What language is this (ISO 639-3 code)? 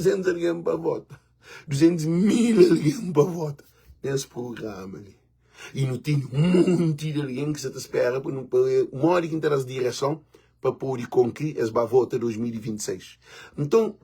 kea